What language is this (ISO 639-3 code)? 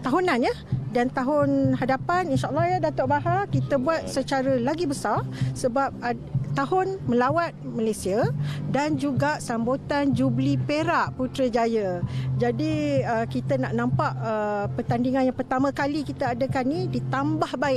msa